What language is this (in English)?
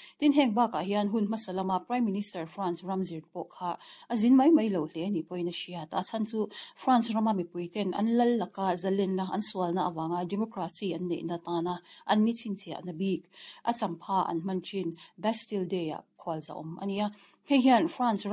Mizo